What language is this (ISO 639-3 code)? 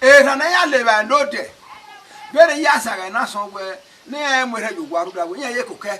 bin